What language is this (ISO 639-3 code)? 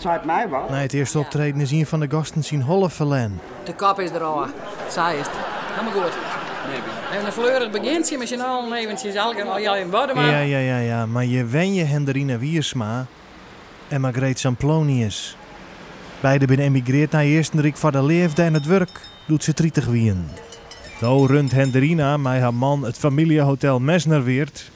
fry